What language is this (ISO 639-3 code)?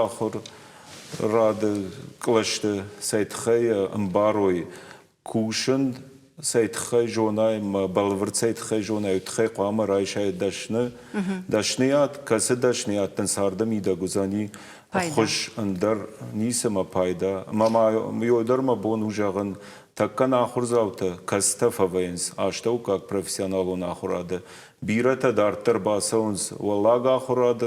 oss